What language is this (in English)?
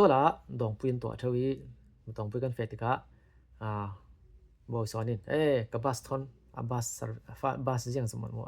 Falam Chin